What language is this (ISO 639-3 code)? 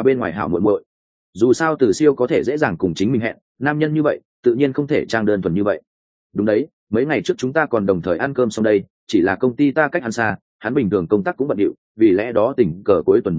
vie